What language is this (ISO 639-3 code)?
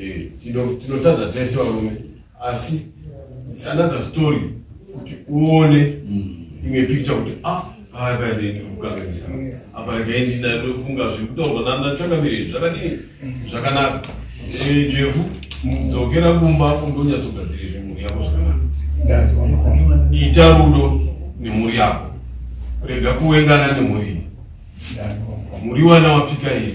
sna